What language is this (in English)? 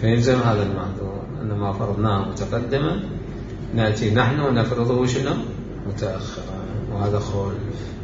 Mesopotamian Arabic